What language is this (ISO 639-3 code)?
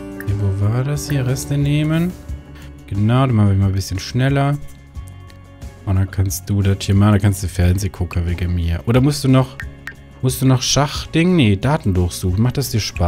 deu